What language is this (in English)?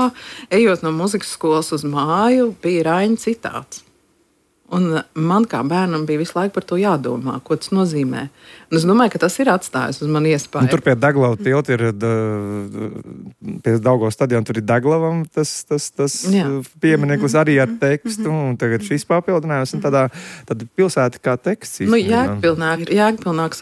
Latvian